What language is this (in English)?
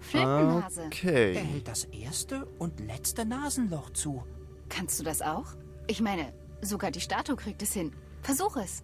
Swiss German